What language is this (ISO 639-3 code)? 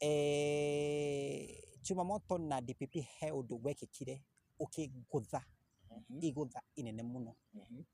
kik